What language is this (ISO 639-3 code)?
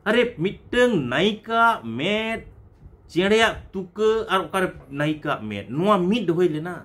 sat